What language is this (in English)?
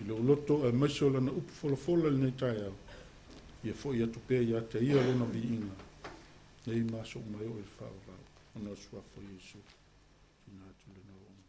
Samoan